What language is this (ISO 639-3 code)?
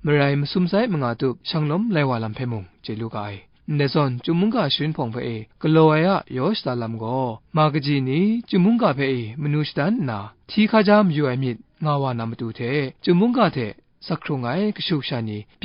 kac